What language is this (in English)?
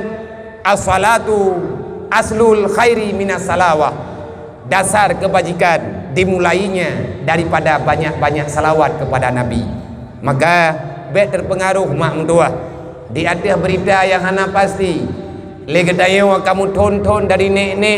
Achinese